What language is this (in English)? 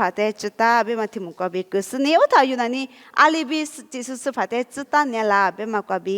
Lisu